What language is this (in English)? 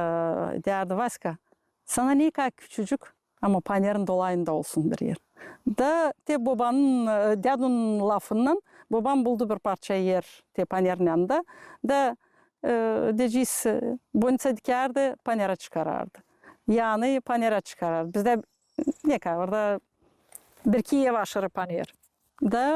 Gagauz